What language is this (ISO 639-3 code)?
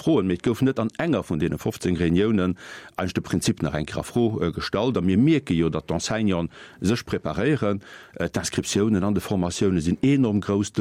ltz